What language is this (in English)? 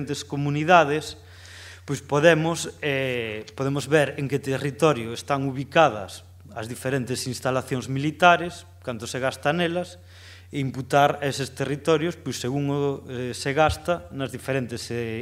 Galician